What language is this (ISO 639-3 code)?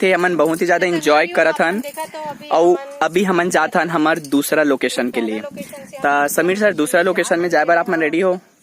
hne